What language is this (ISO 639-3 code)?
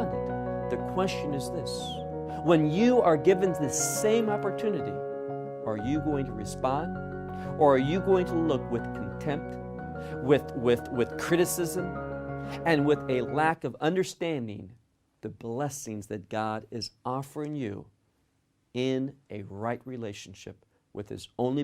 eng